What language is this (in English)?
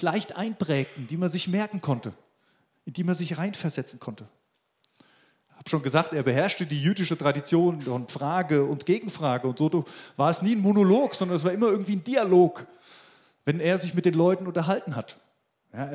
German